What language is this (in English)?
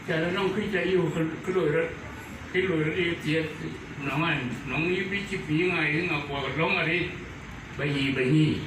Dinka